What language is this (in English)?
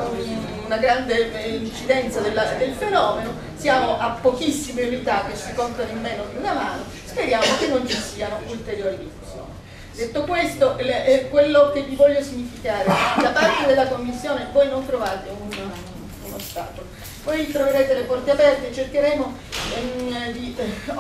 Italian